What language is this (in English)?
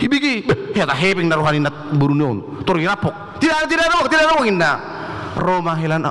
Batak Toba